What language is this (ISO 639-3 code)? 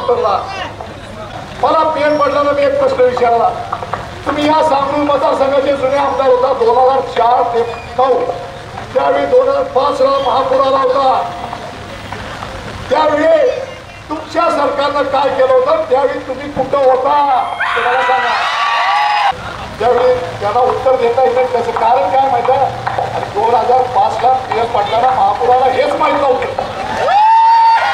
mar